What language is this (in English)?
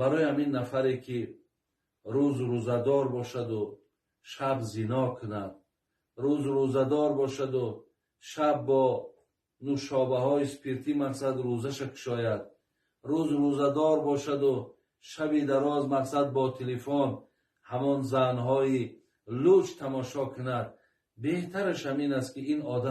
Tajik